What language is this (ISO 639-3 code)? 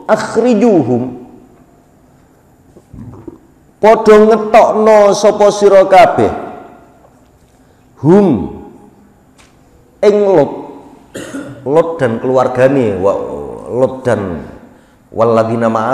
jav